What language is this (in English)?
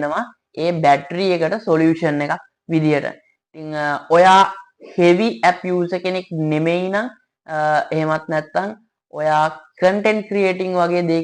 Sinhala